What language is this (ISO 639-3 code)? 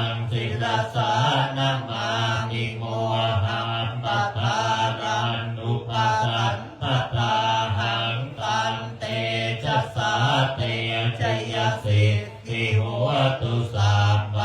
pli